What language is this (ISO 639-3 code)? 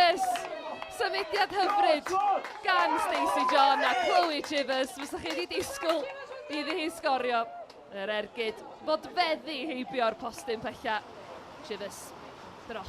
cym